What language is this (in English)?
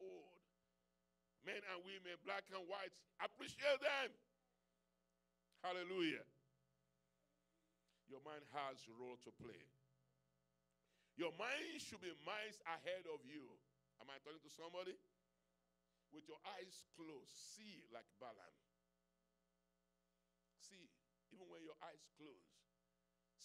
English